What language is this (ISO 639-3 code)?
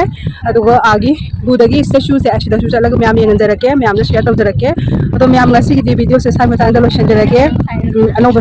mni